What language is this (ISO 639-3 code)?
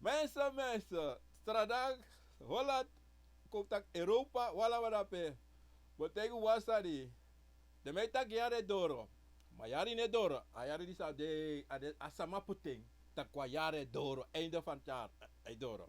srn